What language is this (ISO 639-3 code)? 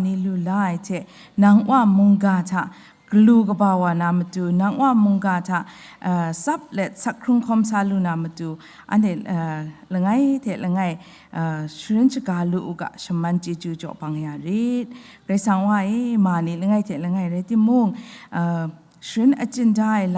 kac